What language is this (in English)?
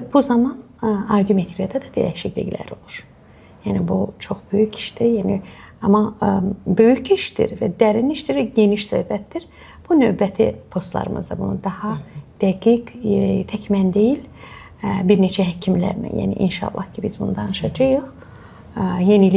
Azerbaijani